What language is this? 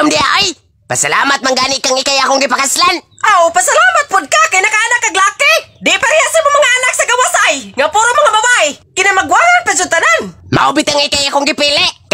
Cebuano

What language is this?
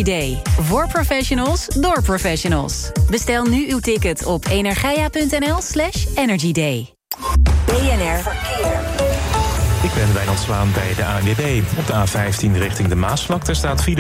Dutch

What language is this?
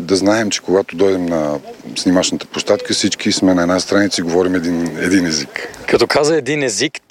Bulgarian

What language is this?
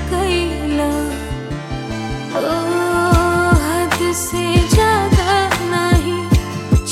Bhojpuri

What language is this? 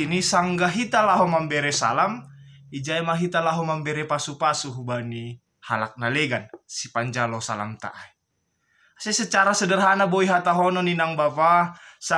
Batak Simalungun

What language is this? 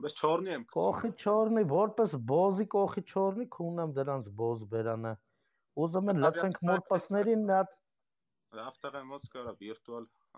Armenian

